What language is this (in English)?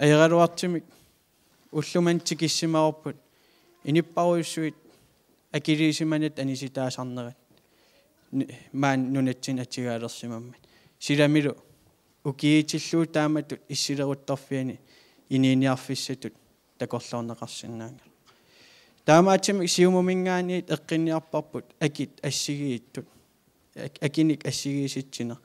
Kalaallisut